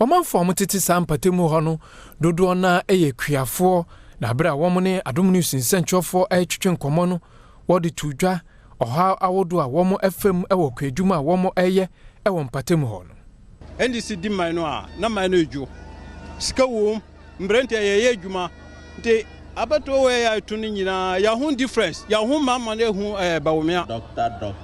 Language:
Akan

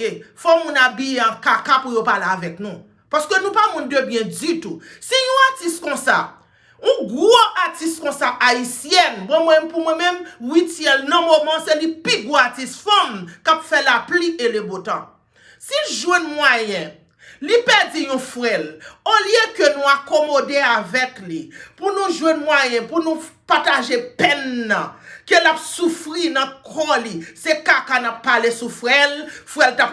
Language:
Haitian Creole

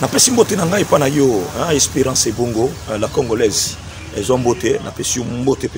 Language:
Lingala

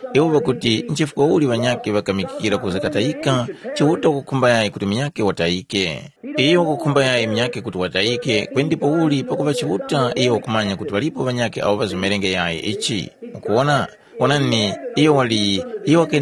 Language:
Tumbuka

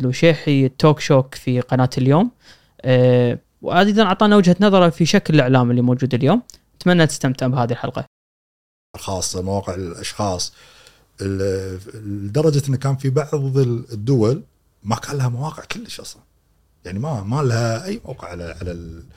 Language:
Gulf Arabic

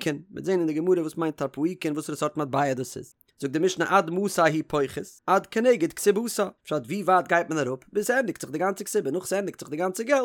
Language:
Yiddish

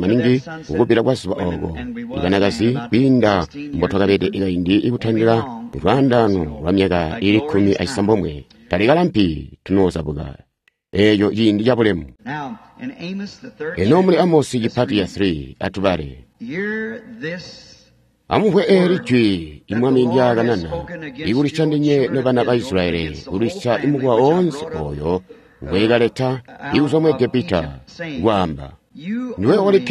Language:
Tonga (Zambia)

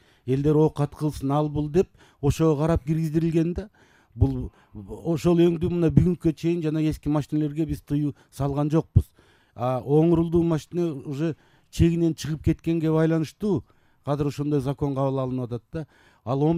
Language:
Kyrgyz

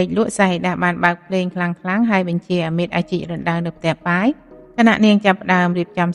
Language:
Khmer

